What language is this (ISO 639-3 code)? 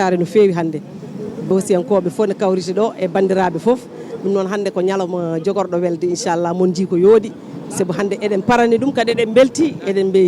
ful